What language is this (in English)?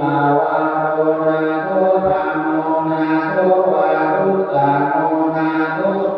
Pali